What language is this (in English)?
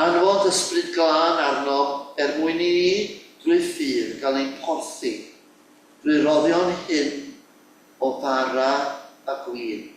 Welsh